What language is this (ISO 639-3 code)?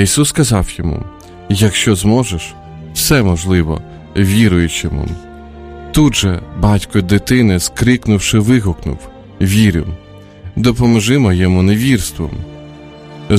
ukr